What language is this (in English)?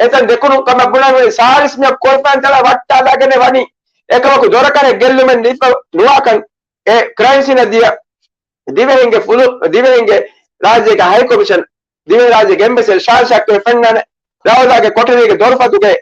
Divehi